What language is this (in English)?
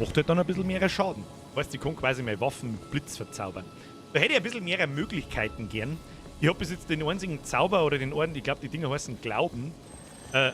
Bavarian